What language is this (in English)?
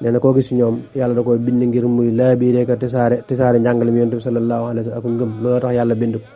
Wolof